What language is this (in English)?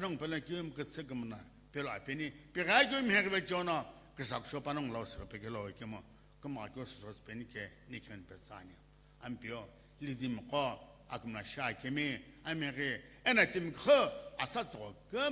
Sumi Naga